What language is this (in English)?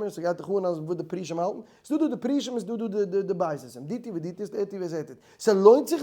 Yiddish